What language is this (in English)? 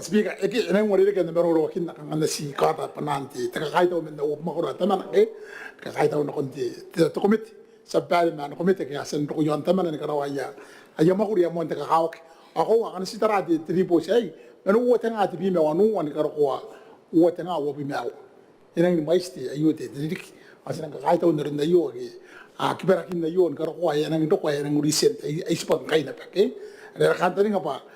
Gilbertese